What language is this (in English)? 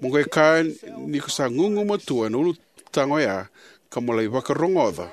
Fijian